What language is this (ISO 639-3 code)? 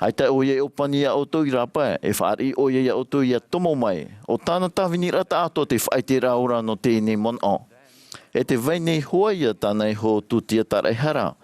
tah